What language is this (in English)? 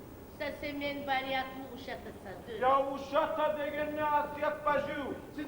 Kumyk